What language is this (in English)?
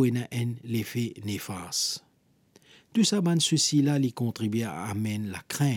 Morisyen